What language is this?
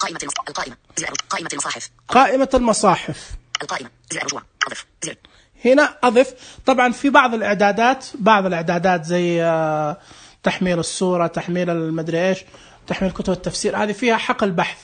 Najdi Arabic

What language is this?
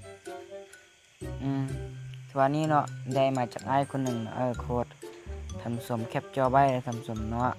Lao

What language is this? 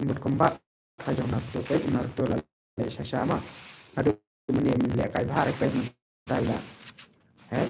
Khasi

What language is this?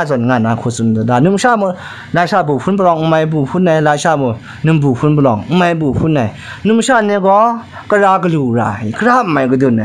Kachin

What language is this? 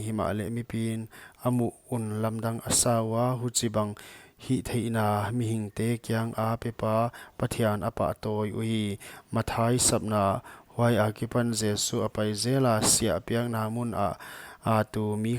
Paite Chin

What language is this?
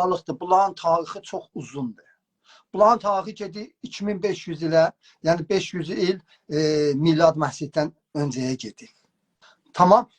South Azerbaijani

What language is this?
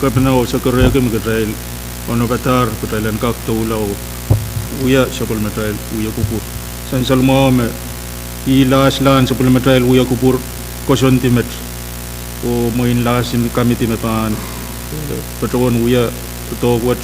Pohnpeian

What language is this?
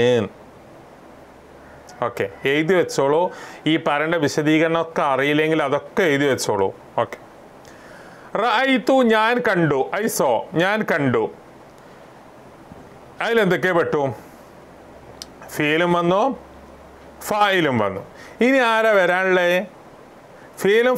Malayalam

